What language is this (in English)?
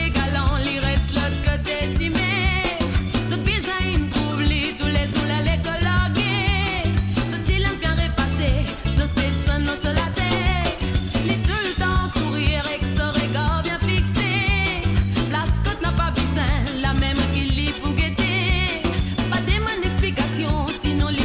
Morisyen